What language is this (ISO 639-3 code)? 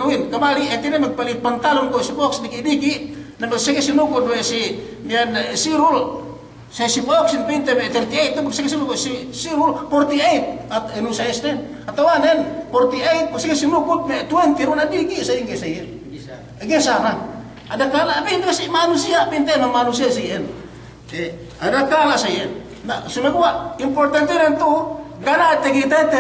yka